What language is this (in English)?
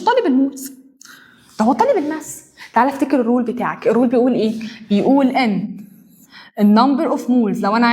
Egyptian Arabic